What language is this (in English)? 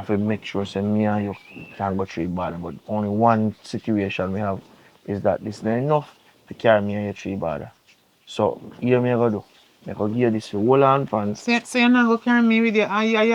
Jamaican Creole English